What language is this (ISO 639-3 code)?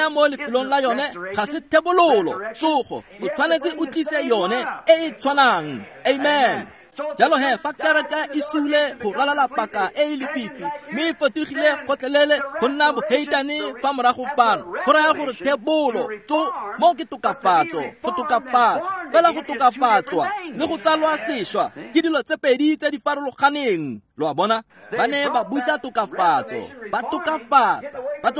tsn